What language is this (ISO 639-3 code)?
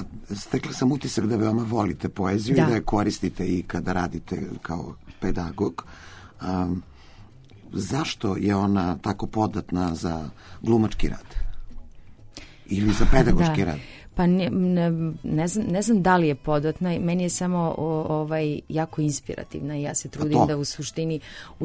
srp